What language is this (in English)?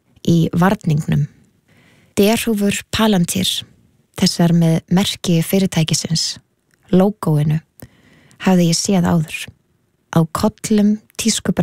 Icelandic